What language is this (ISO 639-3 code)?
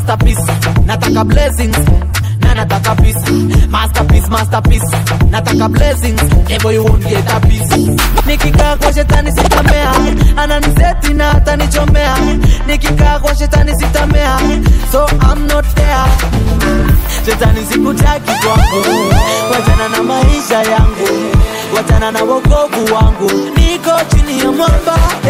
swa